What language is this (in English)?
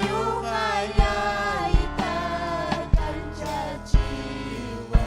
Ayacucho Quechua